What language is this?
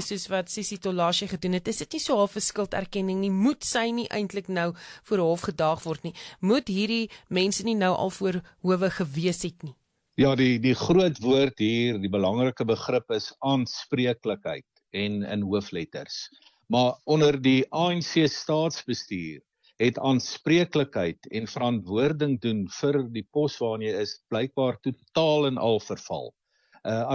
Afrikaans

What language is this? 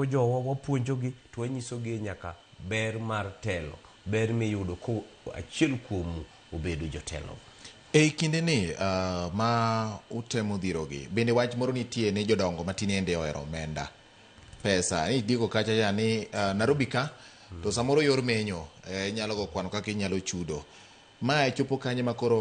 Luo (Kenya and Tanzania)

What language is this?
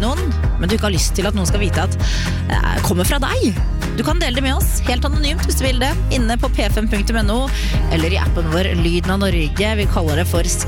Norwegian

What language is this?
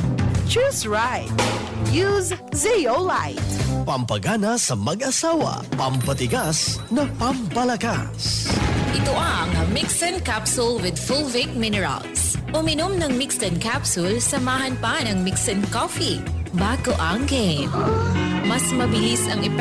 Bikol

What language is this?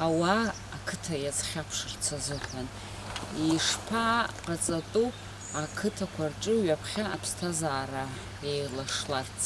Abkhazian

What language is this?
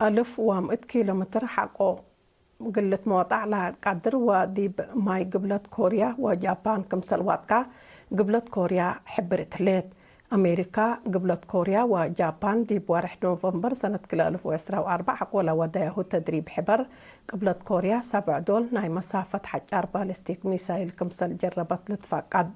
Tigre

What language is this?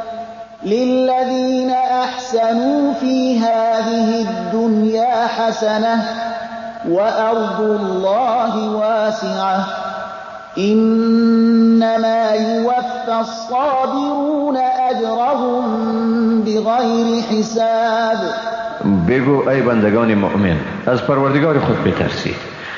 Persian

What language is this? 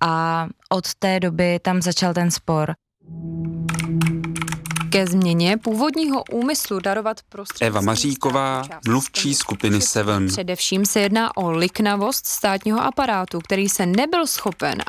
Czech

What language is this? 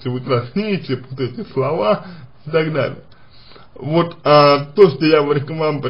Russian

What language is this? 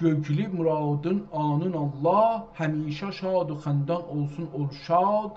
South Azerbaijani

